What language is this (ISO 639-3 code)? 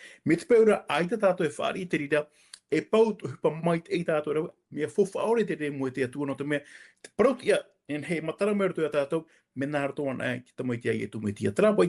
tah